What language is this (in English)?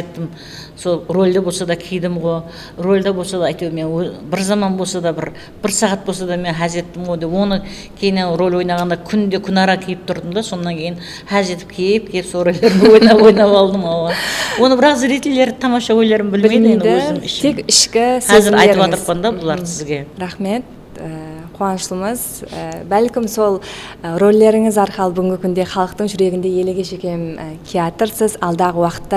Kara-Kalpak